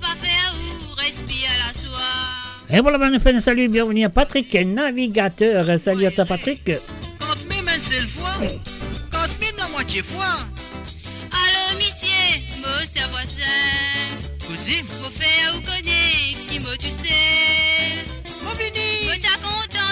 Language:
Morisyen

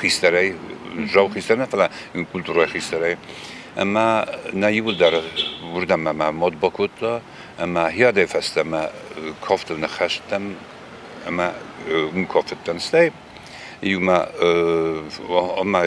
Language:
Ossetic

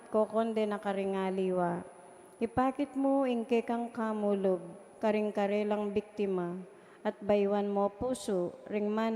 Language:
Pampanga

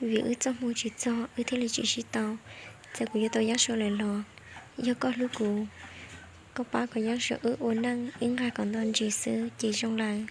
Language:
Hmong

